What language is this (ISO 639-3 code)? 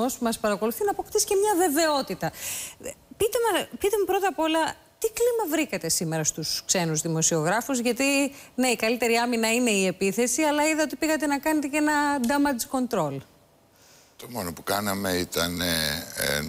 ell